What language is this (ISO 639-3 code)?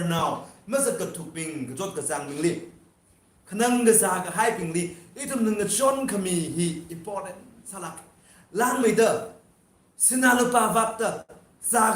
nmf